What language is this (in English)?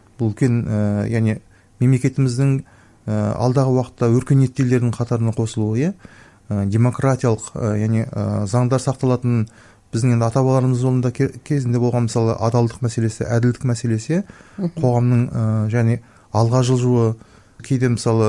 Kazakh